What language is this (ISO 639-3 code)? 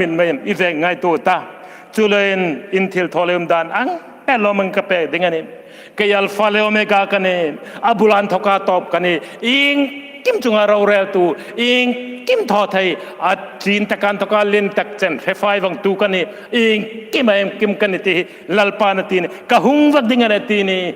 hmr